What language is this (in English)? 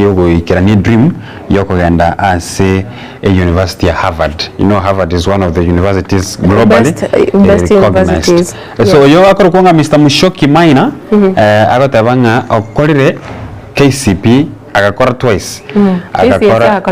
Gusii